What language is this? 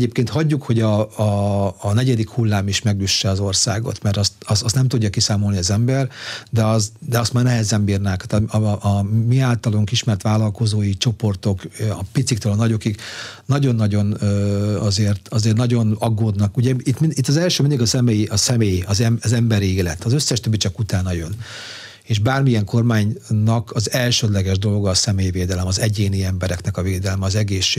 Hungarian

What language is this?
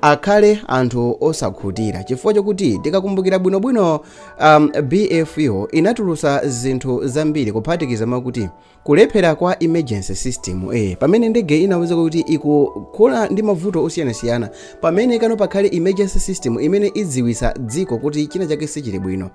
Nyanja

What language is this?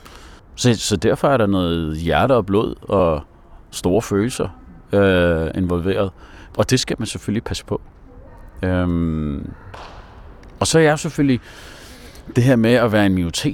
Danish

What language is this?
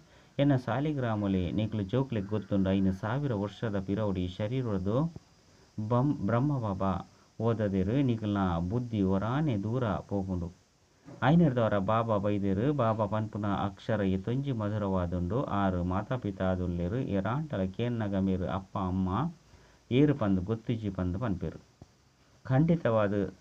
Tulu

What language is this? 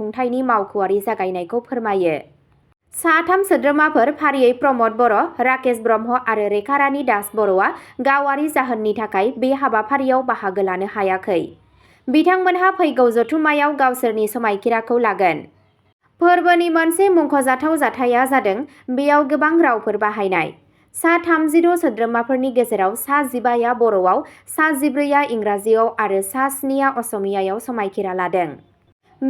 Bodo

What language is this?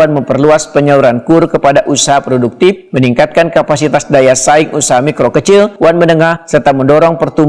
Banjar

